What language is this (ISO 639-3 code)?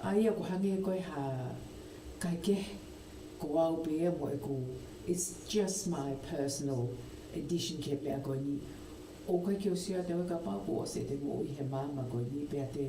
ton